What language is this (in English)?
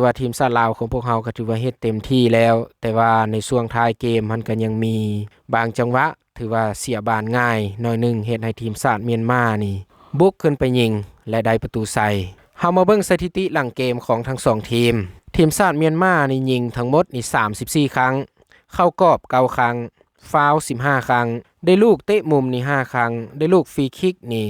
Lao